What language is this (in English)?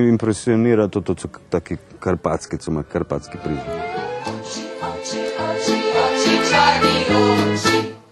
Rusyn